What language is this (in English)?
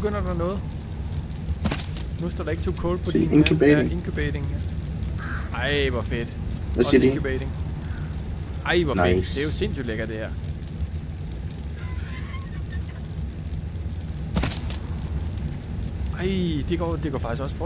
Danish